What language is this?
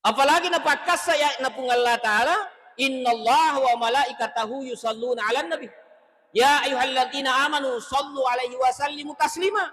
Buginese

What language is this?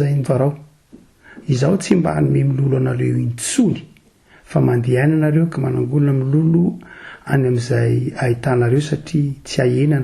Malagasy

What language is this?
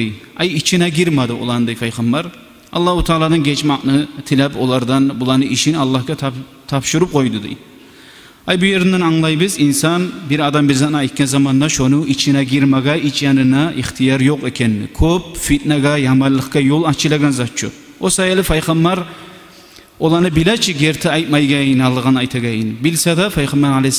Kumyk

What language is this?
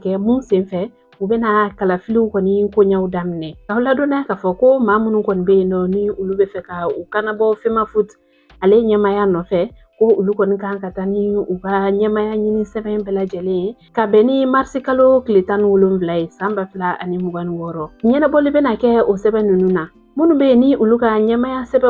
Bambara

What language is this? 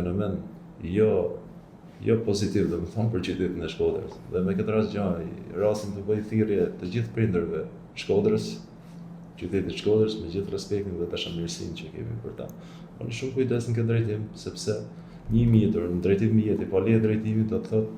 Albanian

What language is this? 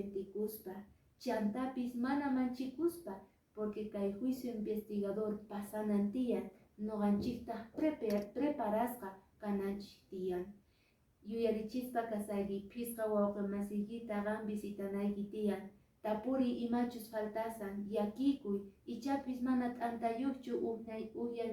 Quechua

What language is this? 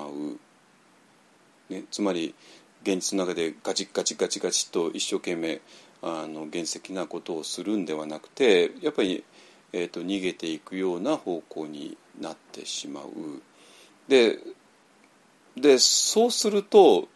Japanese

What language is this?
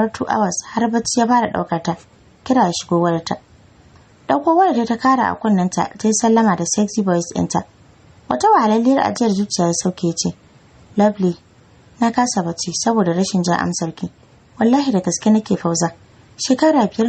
Hausa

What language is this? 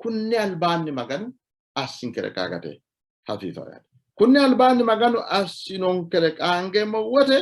Sidamo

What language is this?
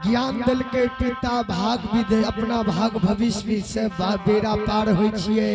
Angika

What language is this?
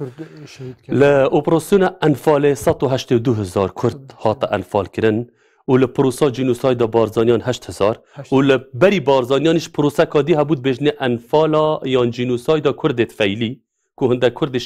Kurdish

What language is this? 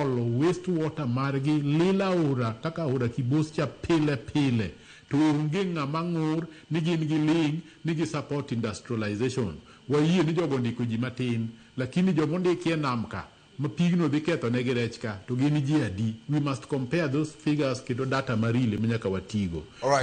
Luo (Kenya and Tanzania)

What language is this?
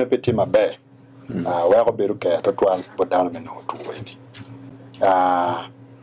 Acoli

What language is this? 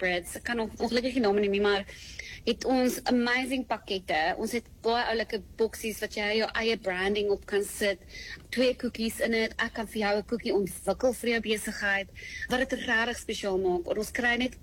Afrikaans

